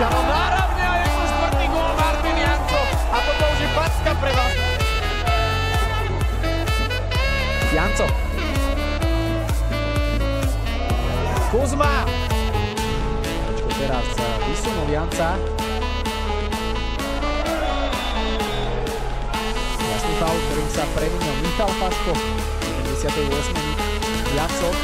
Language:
Slovak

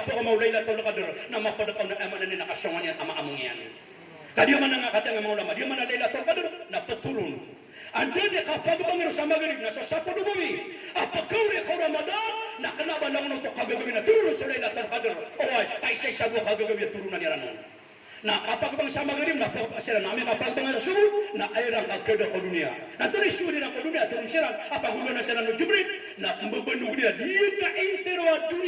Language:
Maranao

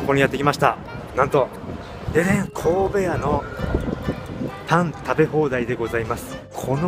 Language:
Japanese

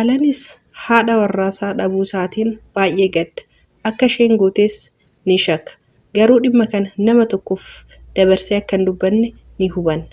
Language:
Oromo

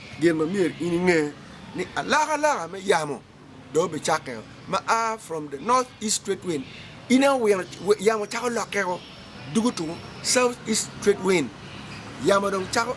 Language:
Acoli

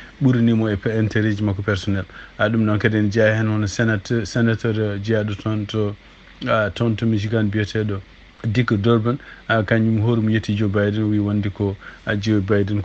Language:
Fula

